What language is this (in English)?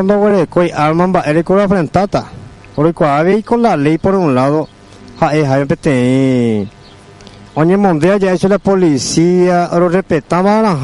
Guarani